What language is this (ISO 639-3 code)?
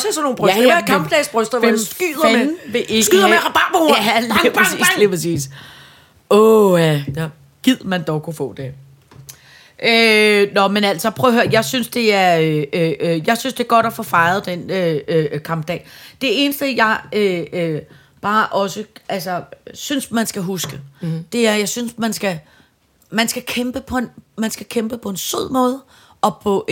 dan